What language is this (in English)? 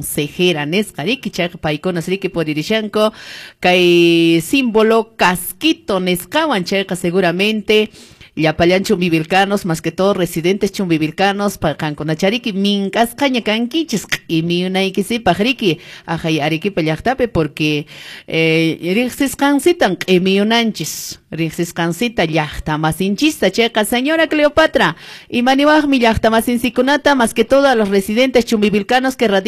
Quechua